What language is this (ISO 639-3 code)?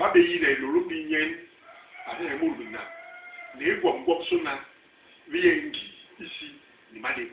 bas